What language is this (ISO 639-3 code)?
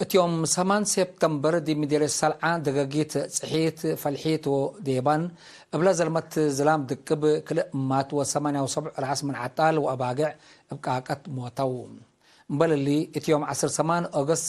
tig